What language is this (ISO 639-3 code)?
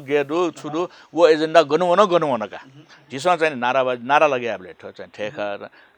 new